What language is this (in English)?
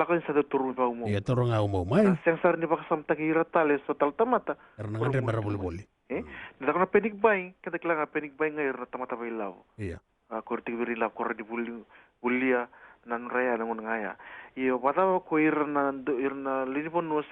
Fijian